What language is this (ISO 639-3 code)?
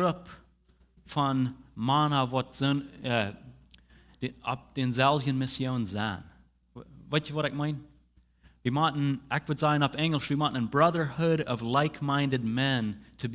pdt